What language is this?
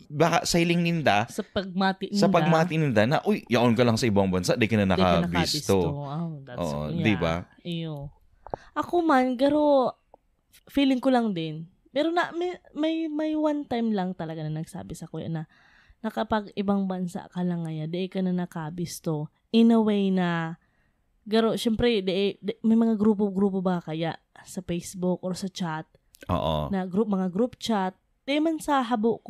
Bikol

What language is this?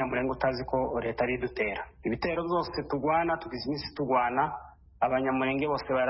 Kinyarwanda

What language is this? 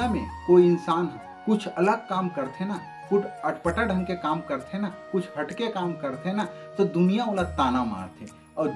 Chhattisgarhi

